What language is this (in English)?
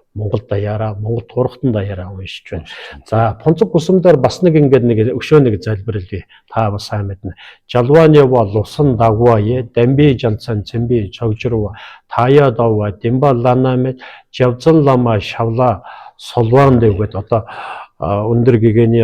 Mongolian